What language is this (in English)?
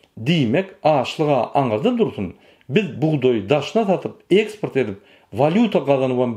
Turkmen